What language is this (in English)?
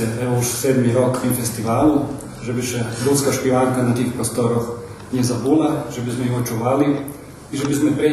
Rusyn